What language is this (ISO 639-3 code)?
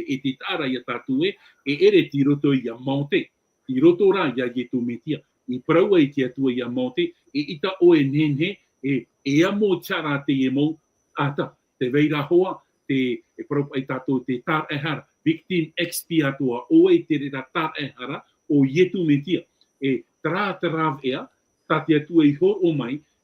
tah